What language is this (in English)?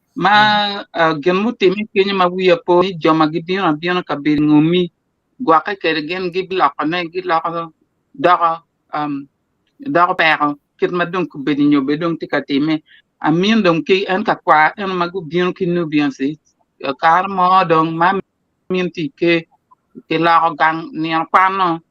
Acoli